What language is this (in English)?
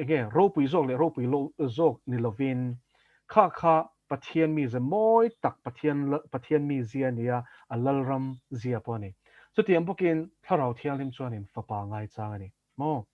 Mizo